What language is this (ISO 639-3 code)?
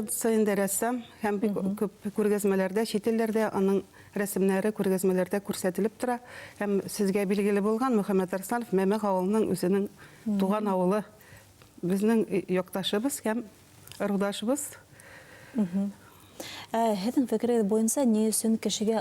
bak